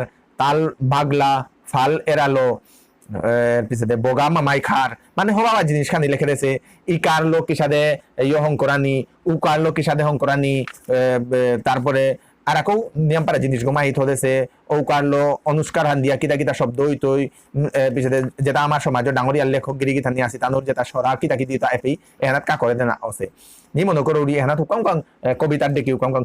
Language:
Bishnupriya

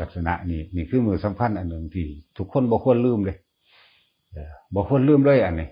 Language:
Northeastern Thai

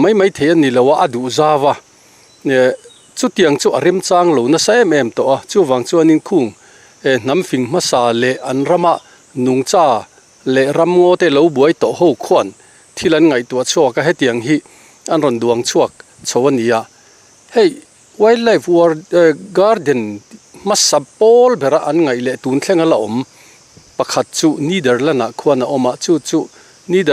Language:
Mizo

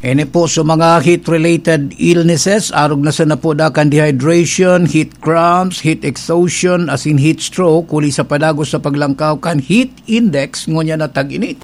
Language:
Bikol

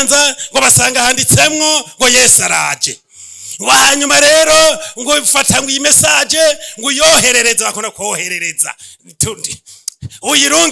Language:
Rundi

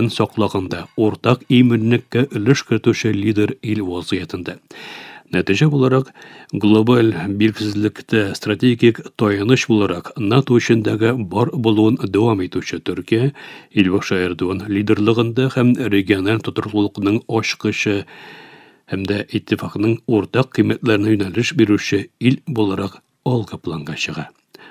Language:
Tatar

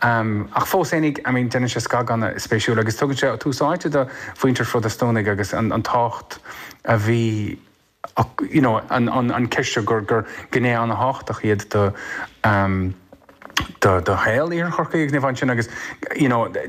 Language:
Irish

